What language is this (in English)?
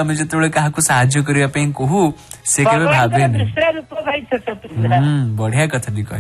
Odia